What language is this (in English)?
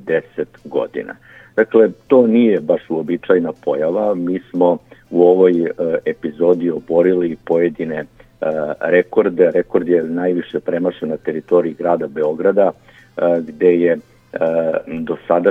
Serbian